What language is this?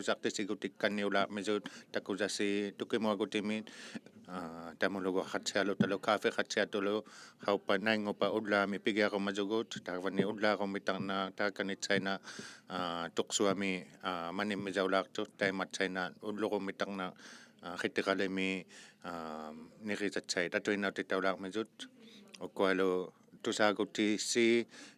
Inuktitut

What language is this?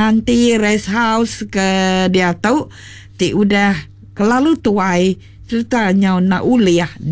Iban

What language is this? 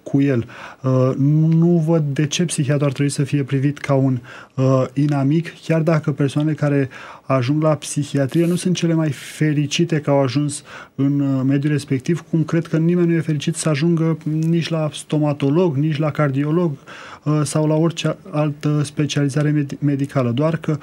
Romanian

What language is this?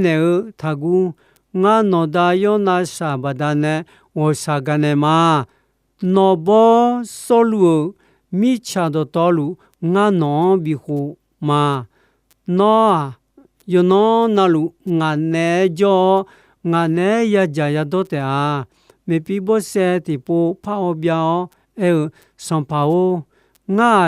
Akha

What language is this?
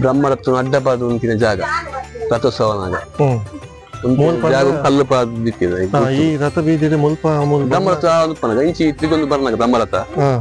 Tulu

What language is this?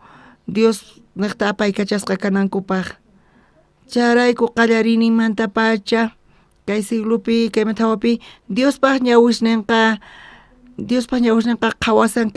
South Bolivian Quechua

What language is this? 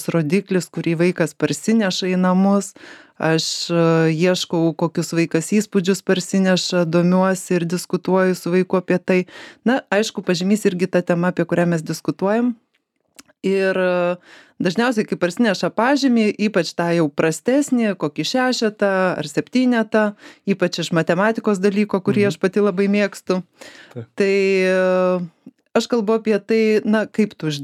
Lithuanian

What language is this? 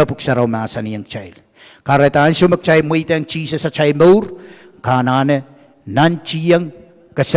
Pohnpeian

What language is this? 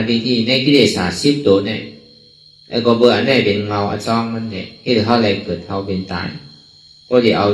Shan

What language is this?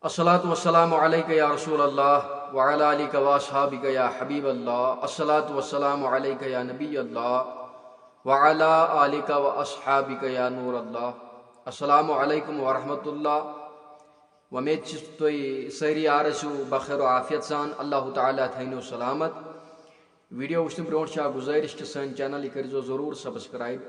Kashmiri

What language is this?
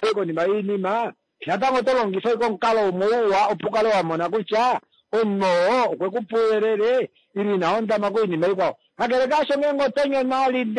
Kuanyama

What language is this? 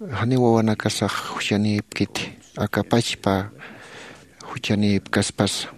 Aymara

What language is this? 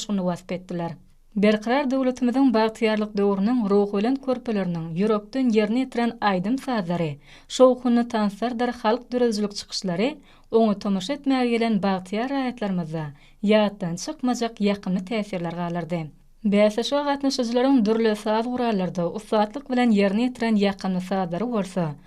Turkmen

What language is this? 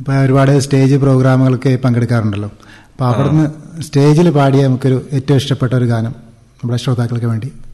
Malayalam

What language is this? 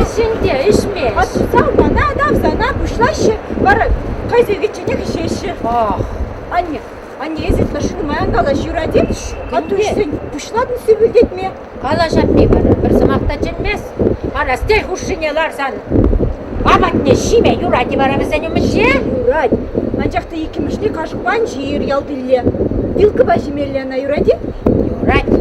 Chuvash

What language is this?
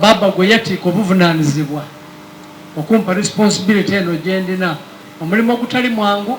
Soga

